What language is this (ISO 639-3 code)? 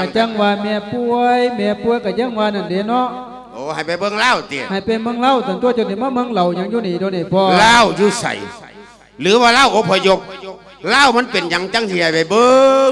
lao